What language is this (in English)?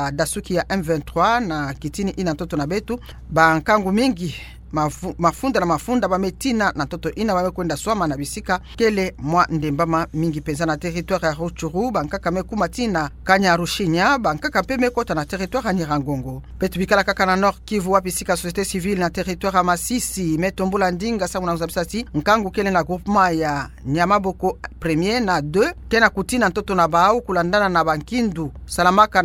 Kituba (Democratic Republic of Congo)